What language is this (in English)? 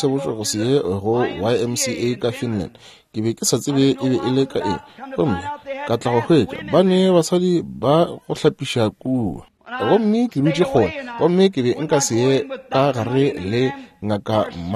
Northern Sotho